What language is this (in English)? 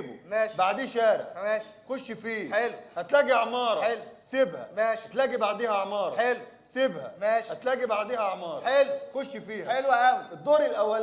Egyptian Arabic